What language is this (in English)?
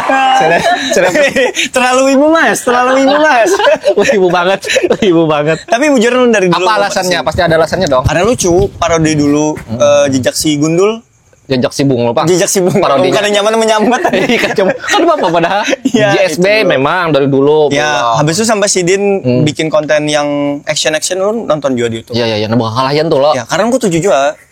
Banjar